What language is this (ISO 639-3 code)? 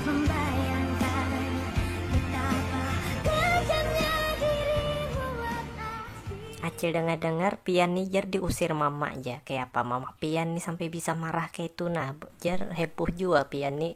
bjn